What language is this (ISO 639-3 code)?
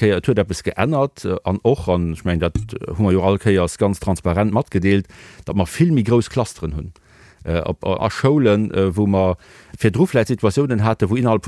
ltz